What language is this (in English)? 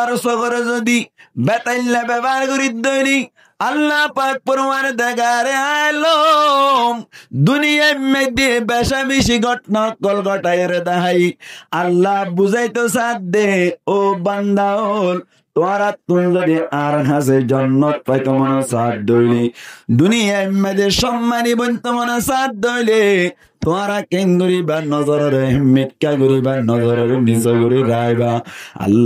Rohingya